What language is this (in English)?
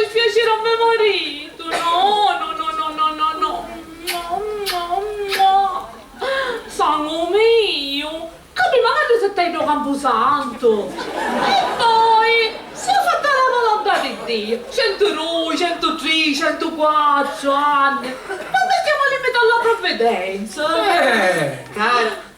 Sicilian